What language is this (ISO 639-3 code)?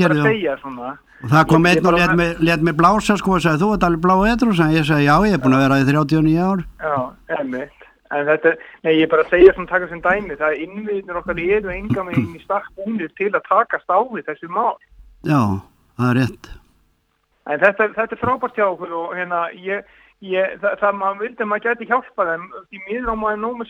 isl